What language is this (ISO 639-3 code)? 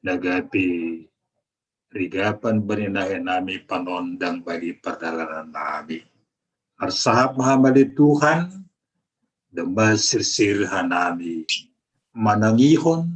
bts